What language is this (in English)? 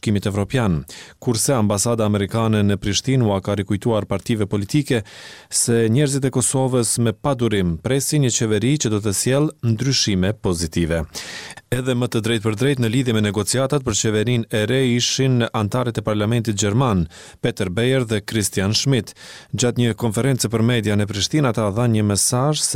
Albanian